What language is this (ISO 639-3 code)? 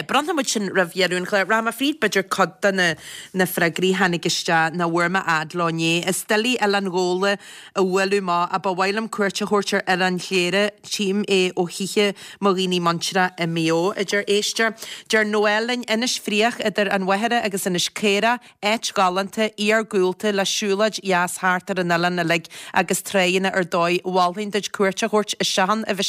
gle